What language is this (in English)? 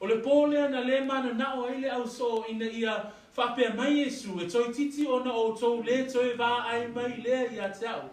Samoan